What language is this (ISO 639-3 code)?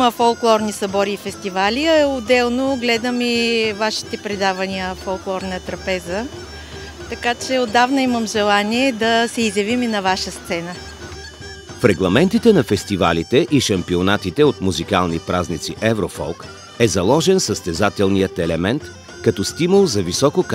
bul